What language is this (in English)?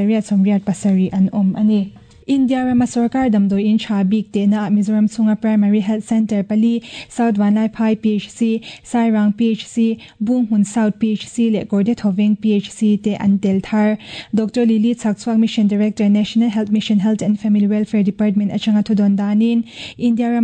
Mizo